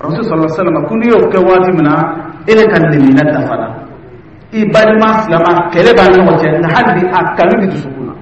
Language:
Dyula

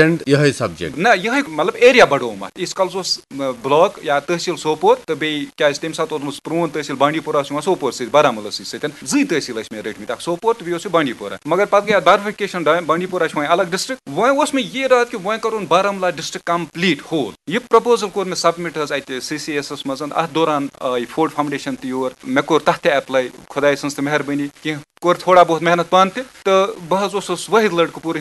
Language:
Kashmiri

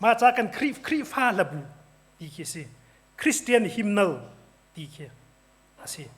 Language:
Hakha Chin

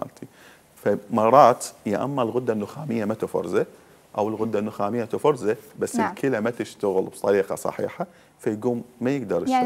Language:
Mesopotamian Arabic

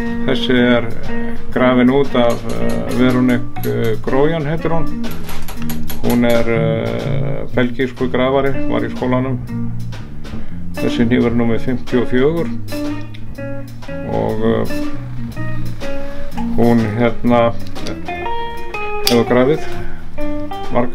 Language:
Icelandic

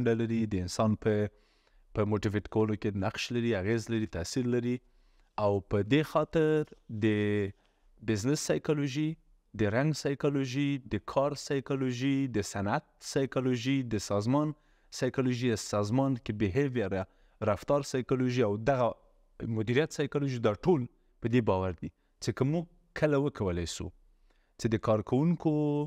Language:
Pashto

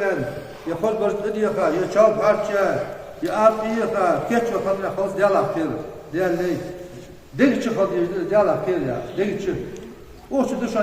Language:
Ingush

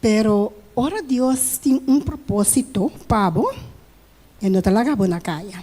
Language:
Papiamento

